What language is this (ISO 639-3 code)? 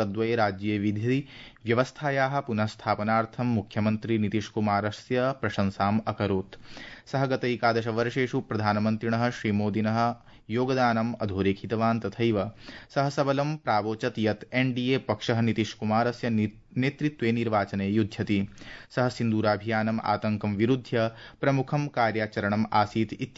san